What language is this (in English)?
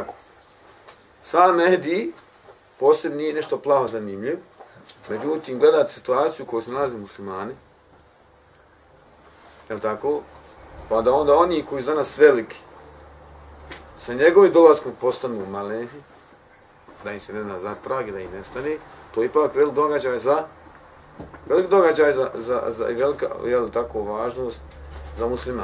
Bosnian